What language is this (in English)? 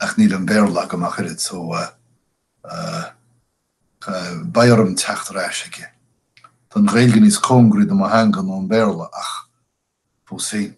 Irish